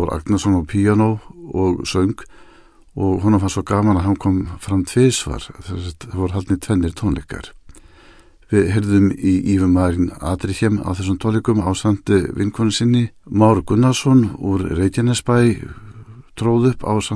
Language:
Icelandic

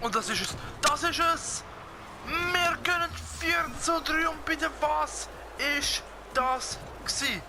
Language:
Swiss German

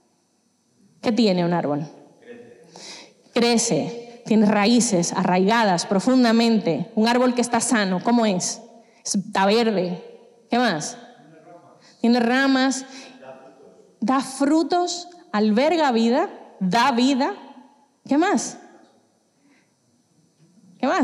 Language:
Spanish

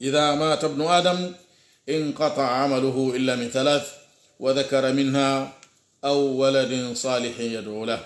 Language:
Pular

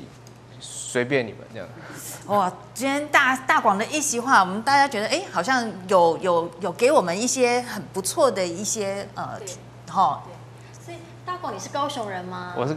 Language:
Chinese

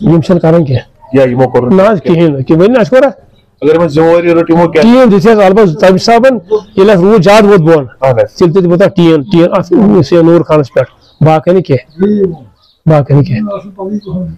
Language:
Kashmiri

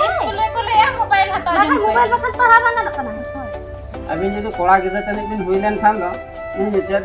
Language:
Santali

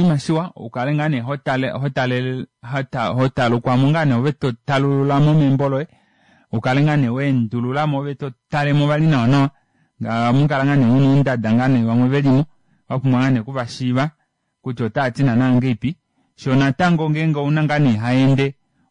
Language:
Kuanyama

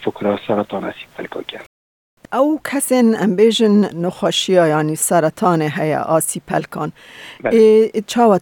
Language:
Kurdish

